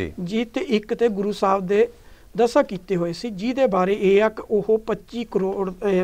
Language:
Punjabi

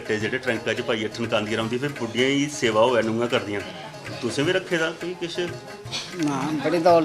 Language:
Dogri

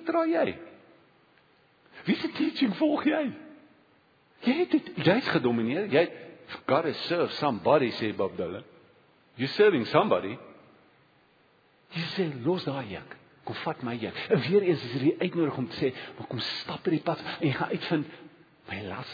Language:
Afrikaans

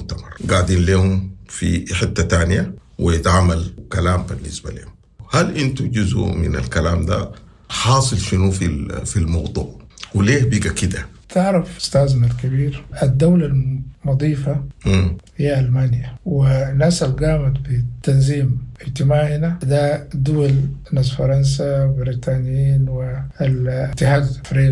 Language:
Sudanese Arabic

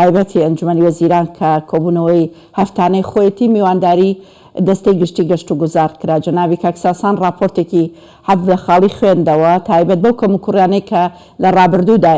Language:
Central Kurdish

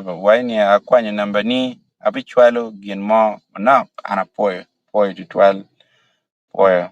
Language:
Acoli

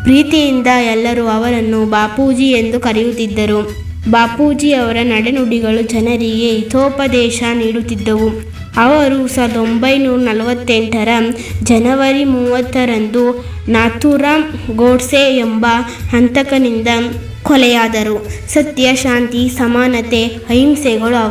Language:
Kannada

